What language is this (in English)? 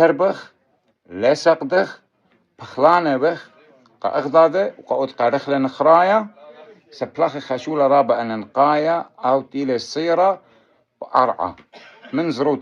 Assyrian Neo-Aramaic